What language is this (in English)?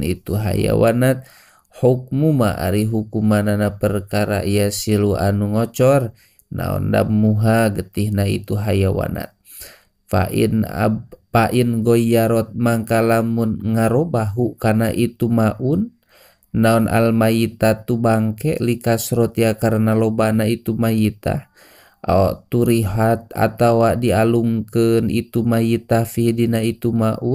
Sundanese